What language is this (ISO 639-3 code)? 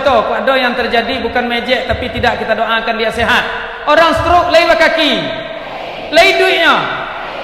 min